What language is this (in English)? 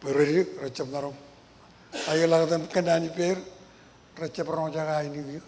Marshallese